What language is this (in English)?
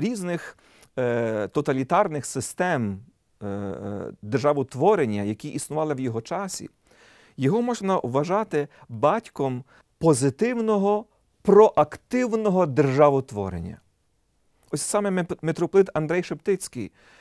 Ukrainian